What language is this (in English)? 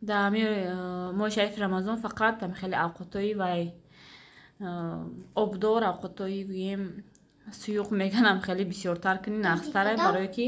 Tajik